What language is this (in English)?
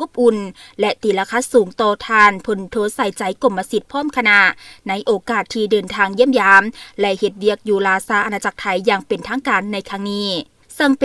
Lao